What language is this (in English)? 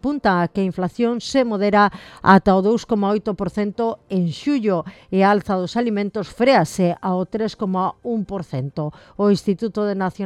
Galician